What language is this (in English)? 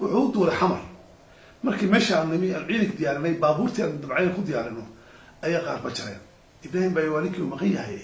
Somali